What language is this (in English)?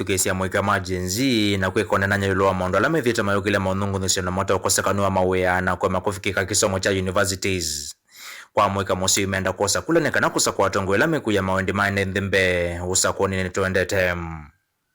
Kamba